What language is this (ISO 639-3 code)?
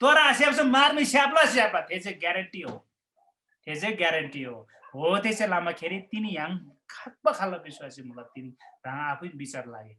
taj